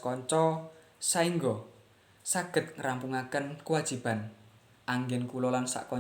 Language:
Javanese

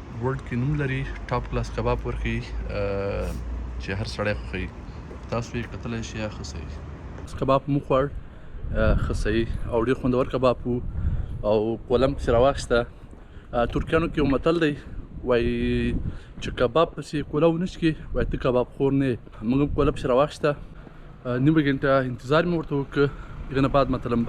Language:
Pashto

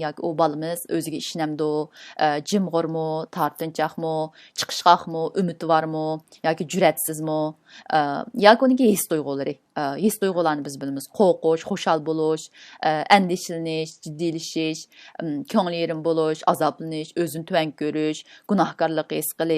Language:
Uyghur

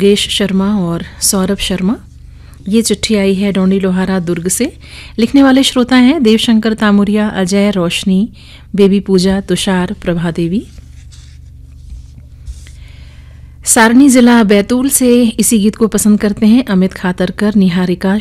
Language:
Hindi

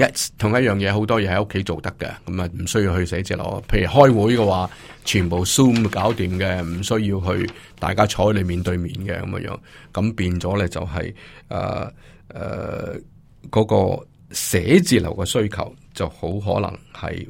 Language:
Cantonese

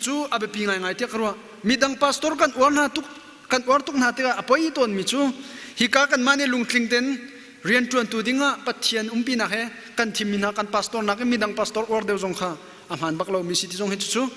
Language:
Hakha Chin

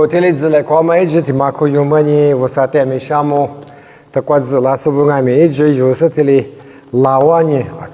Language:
Lisu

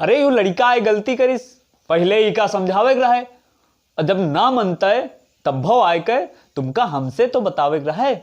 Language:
Awadhi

